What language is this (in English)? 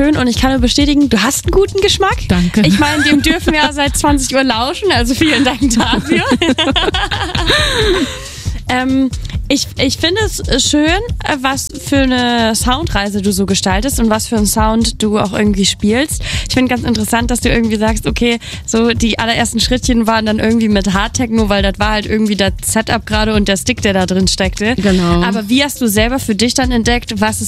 German